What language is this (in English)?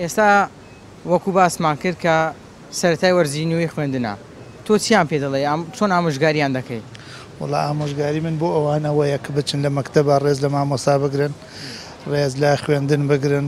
Central Kurdish